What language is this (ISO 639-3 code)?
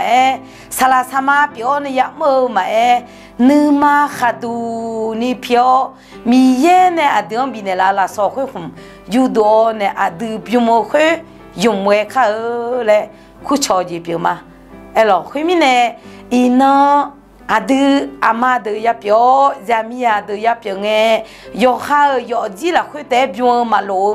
ahk